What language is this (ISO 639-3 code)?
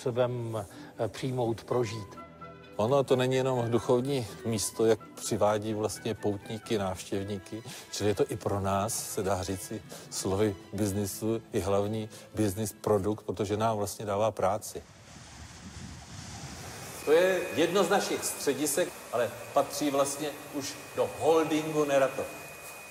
ces